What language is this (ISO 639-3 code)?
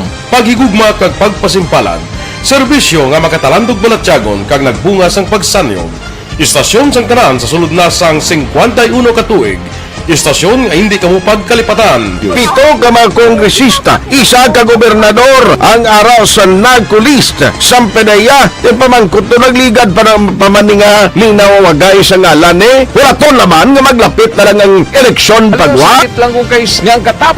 hil